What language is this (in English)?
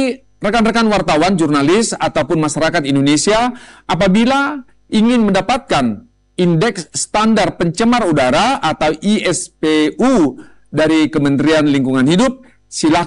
Indonesian